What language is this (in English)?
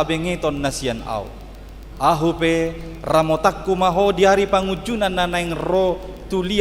Batak Toba